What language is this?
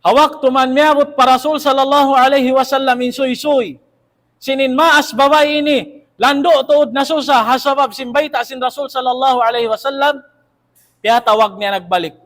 Tausug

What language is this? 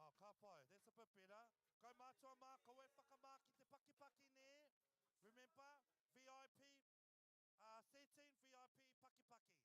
Māori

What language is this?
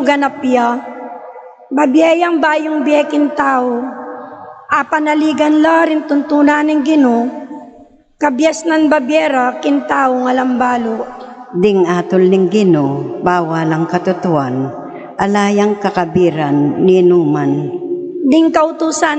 Pampanga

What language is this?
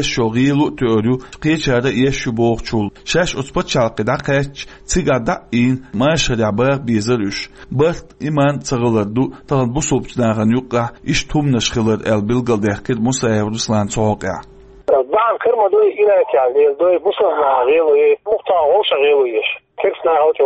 Chechen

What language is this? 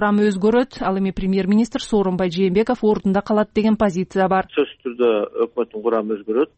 Kyrgyz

